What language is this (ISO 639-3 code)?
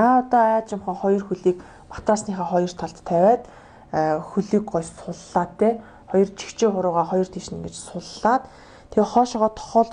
mon